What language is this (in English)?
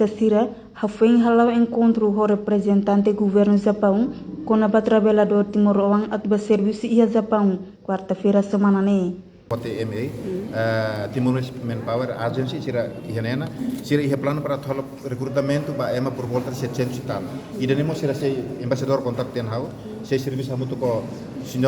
Tetum